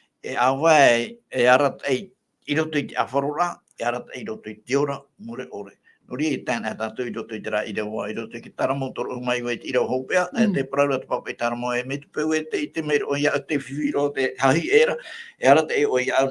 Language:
Tahitian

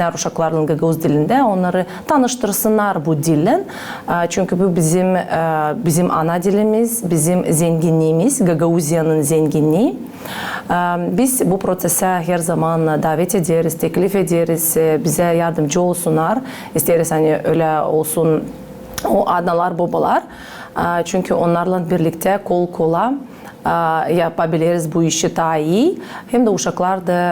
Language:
Gagauz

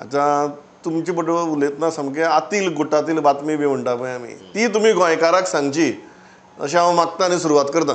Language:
Konkani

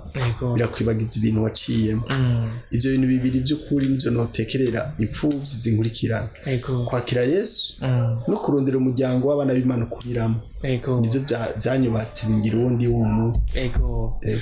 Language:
Rundi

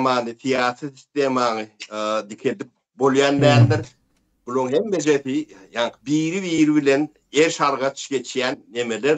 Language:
Turkmen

